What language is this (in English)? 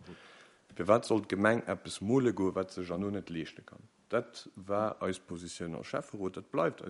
Luxembourgish